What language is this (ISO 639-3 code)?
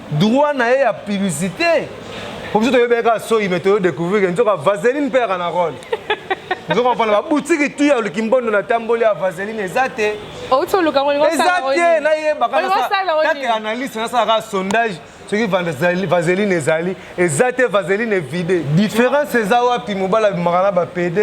lin